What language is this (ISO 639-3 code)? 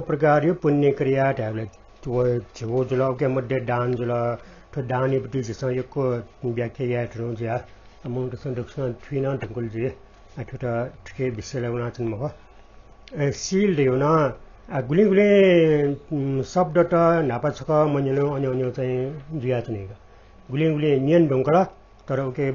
new